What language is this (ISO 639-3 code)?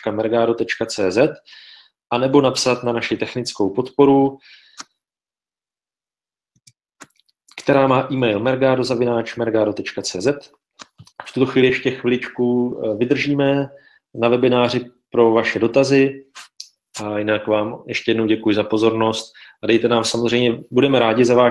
ces